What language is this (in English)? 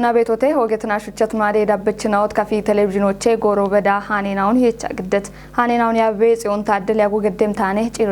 Kafa